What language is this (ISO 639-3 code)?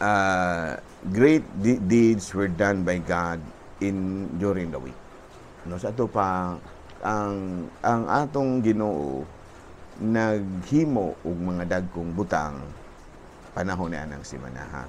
ceb